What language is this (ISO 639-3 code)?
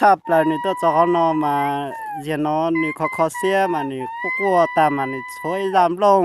hmn